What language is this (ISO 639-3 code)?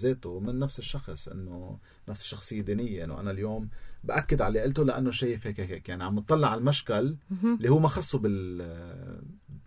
apc